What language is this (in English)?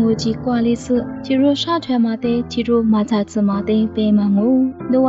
Lisu